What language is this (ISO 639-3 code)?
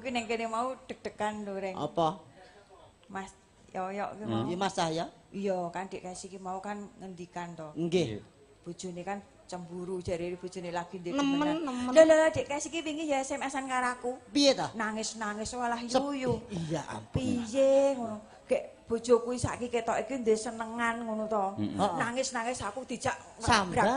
jav